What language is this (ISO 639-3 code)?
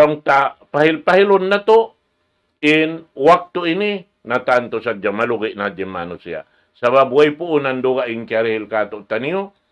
tsg